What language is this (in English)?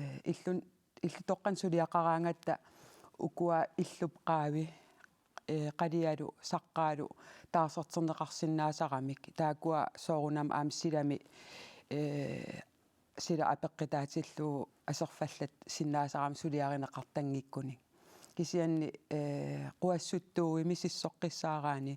Kalaallisut